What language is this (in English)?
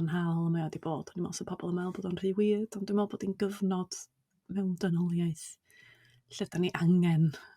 Welsh